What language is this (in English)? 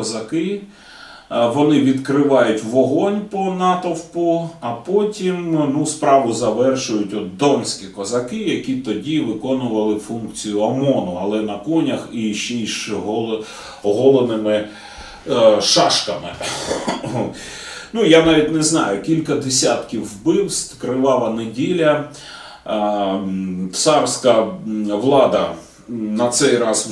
Ukrainian